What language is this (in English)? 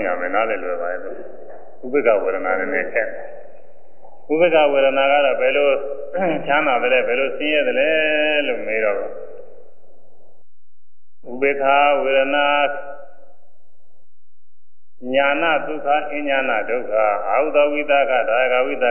Burmese